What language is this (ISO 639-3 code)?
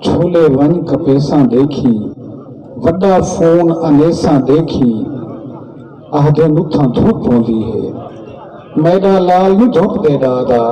skr